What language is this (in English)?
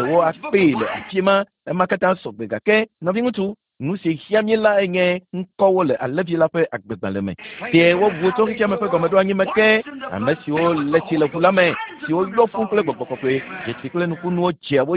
Ewe